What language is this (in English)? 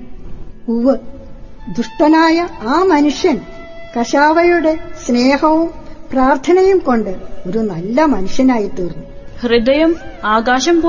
Malayalam